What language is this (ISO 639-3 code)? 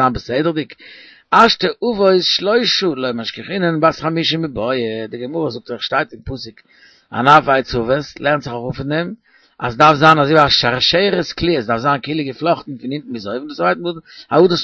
yid